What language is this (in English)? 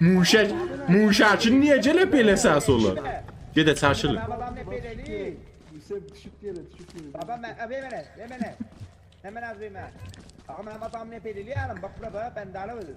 South Azerbaijani